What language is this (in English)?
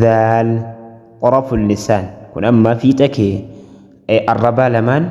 Oromo